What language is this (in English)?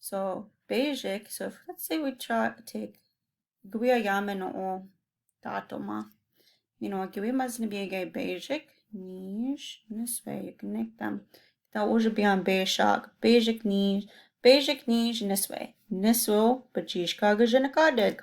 Chippewa